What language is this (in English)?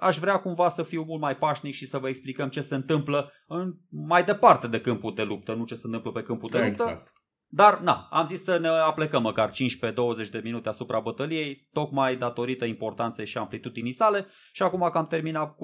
Romanian